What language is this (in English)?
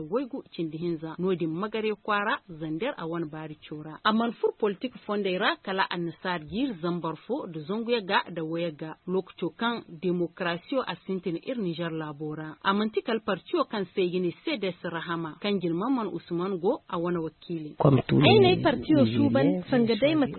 Zarma